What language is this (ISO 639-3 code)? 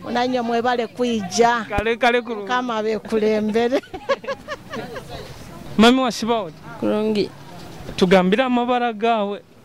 nyo